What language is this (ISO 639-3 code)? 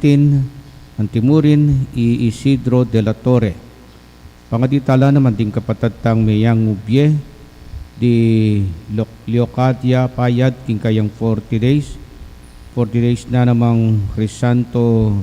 pam